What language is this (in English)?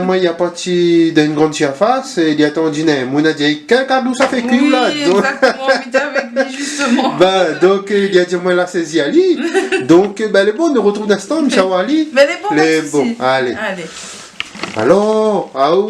Réunion Creole French